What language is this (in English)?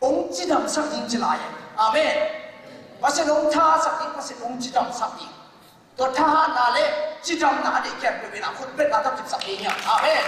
Tedim Chin